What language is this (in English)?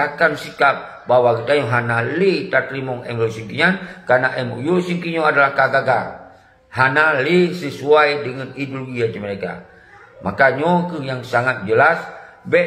Achinese